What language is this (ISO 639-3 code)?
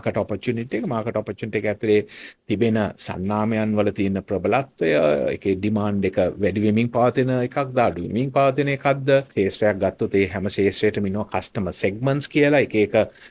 sin